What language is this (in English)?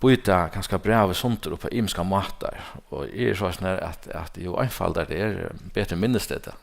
Faroese